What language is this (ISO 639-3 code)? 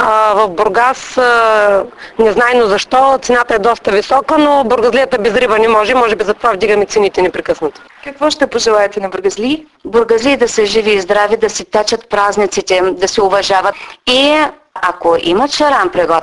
bul